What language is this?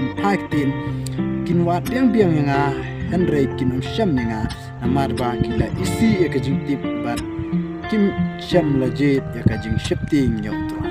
Khasi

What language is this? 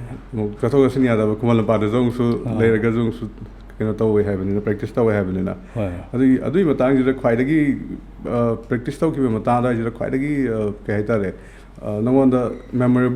Manipuri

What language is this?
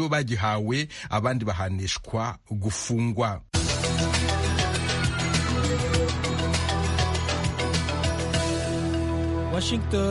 Kinyarwanda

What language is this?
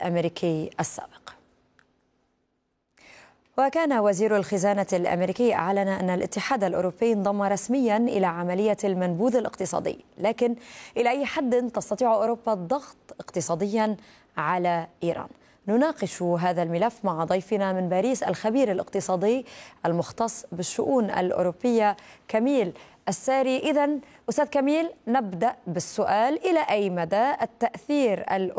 Arabic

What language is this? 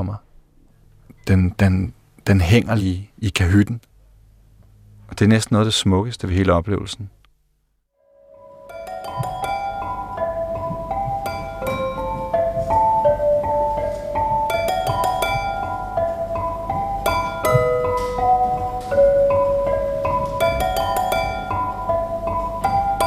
Danish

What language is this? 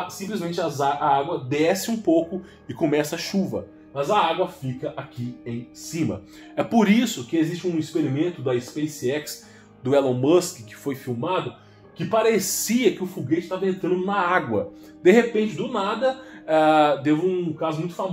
Portuguese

